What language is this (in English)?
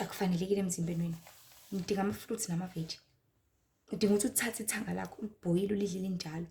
Zulu